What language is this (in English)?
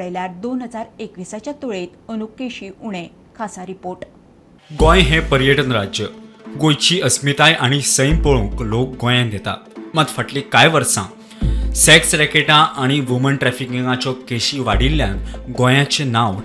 Konkani